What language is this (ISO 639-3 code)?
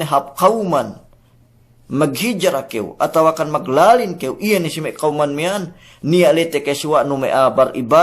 yka